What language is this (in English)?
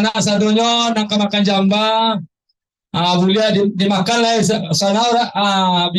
Minangkabau